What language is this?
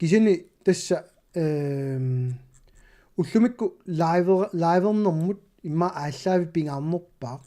Kalaallisut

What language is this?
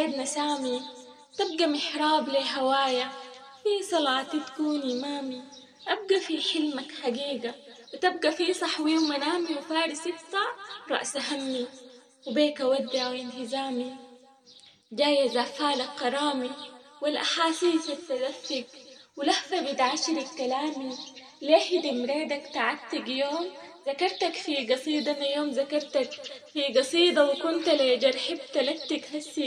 Sudanese Arabic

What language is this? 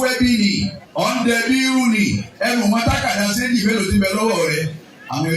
Yoruba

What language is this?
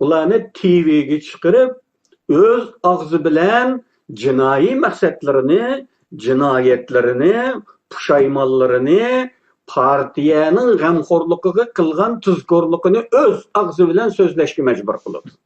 Uyghur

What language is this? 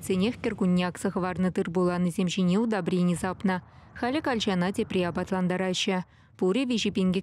Chuvash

